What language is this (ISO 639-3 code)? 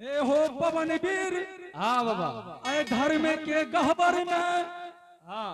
anp